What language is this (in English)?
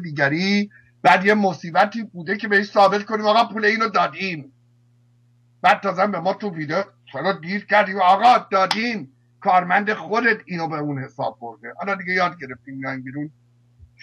Persian